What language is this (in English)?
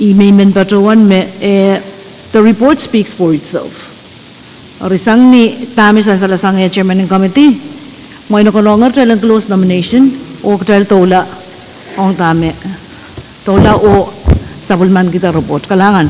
Pohnpeian